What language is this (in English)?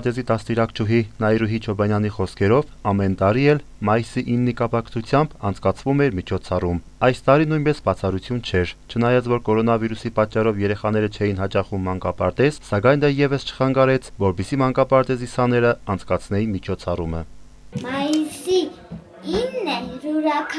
Armenian